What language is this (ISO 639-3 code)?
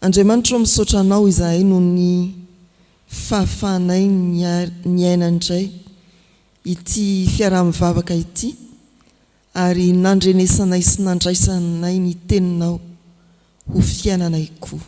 mlg